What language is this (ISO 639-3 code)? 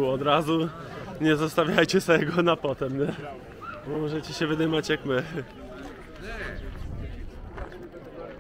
pol